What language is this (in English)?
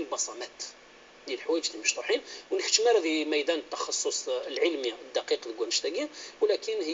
Kabyle